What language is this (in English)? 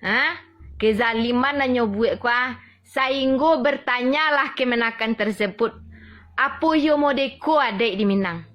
Minangkabau